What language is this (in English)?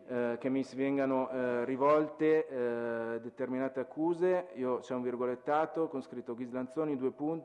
Italian